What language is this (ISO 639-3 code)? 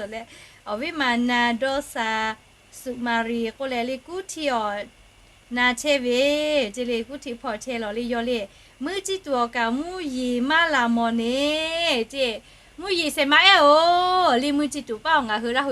lhu